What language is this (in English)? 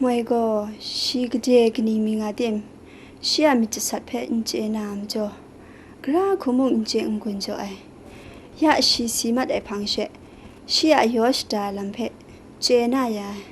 Kachin